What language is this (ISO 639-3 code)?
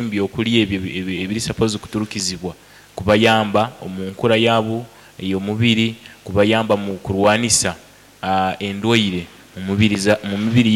nyo